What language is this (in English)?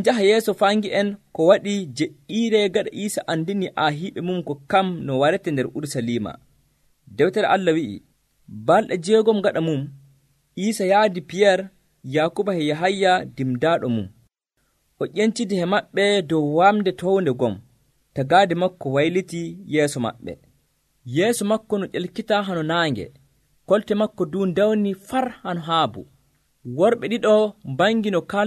Nigerian Fulfulde